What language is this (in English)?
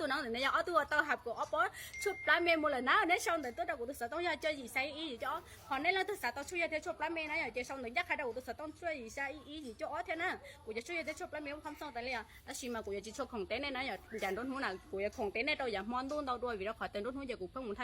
Hmong